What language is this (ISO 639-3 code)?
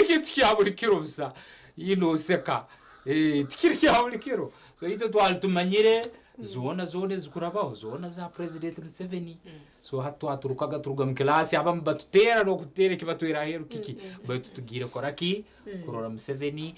nyn